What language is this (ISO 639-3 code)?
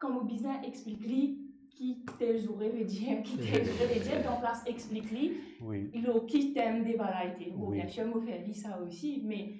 mfe